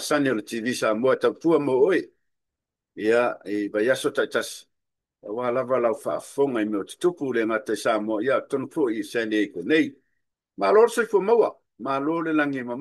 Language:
Samoan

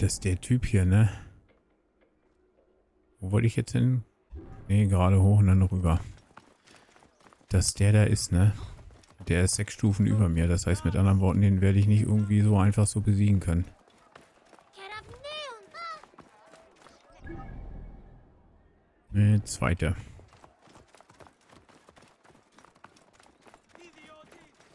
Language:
German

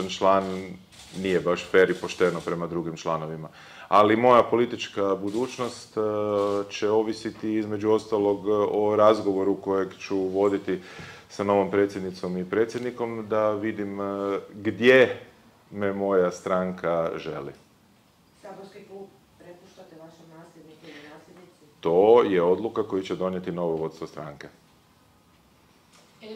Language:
Croatian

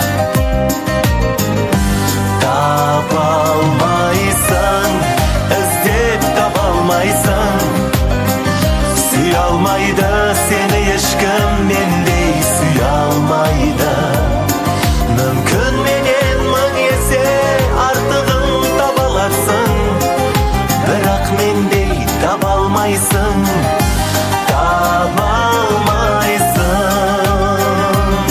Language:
Kazakh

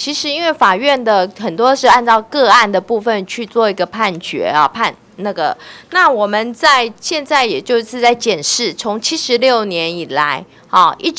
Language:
Chinese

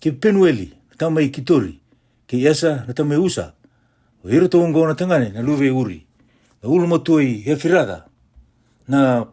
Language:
Fijian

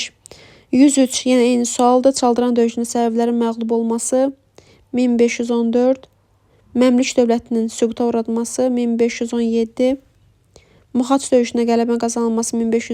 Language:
Azerbaijani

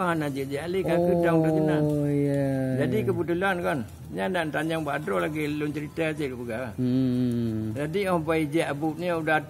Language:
Achinese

